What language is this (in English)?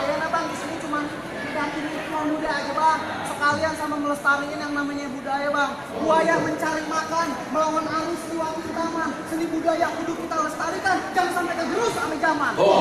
Betawi